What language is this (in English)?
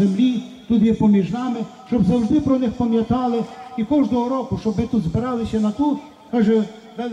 Ukrainian